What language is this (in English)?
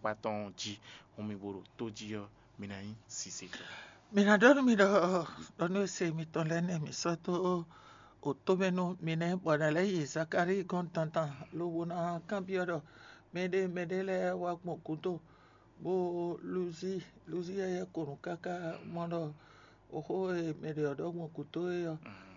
Fon